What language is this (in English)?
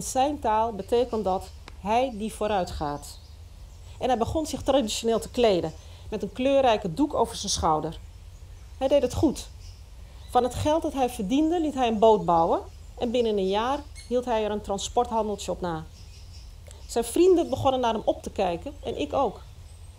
Dutch